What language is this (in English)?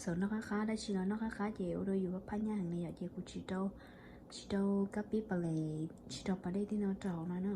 Hmong